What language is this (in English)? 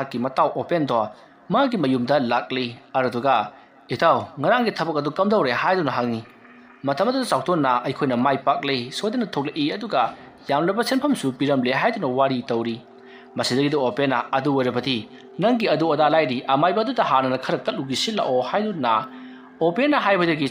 Manipuri